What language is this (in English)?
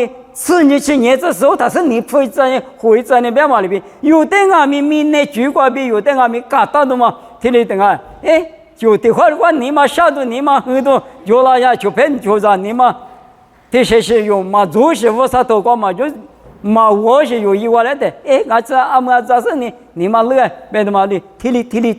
Lisu